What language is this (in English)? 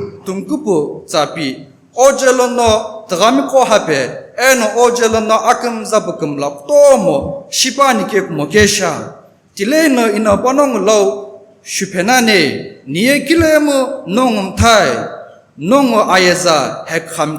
Sumi Naga